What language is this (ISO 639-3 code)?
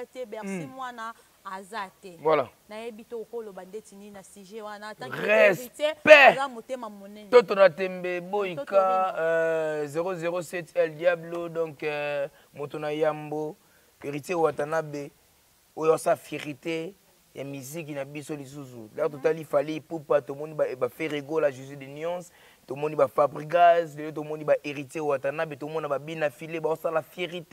lin